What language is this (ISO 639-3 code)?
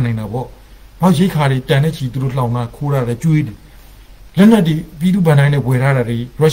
mya